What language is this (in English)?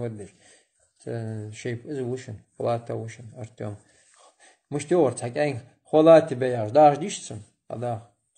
Ingush